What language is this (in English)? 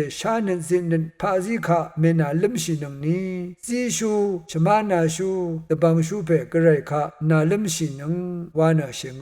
Rawang